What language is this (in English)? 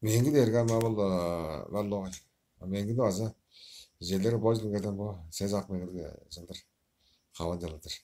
Tuvinian